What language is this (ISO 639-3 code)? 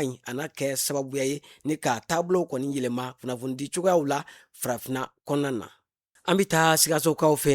bam